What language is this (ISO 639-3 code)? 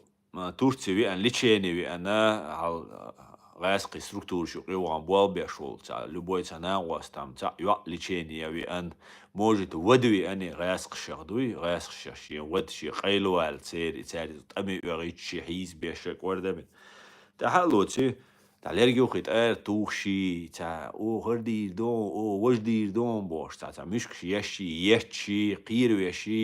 che